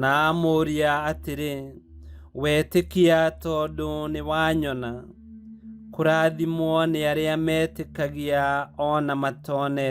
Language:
Kikuyu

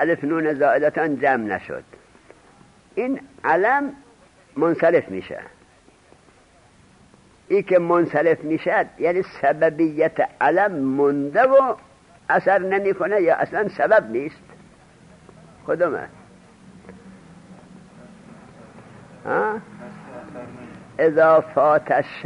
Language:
Persian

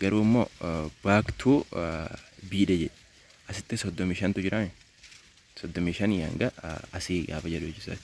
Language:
Oromo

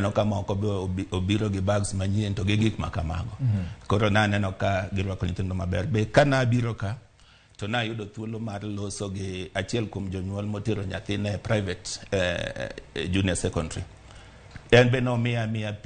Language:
Luo (Kenya and Tanzania)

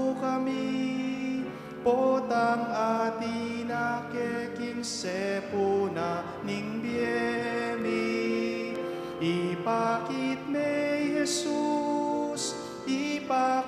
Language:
Pampanga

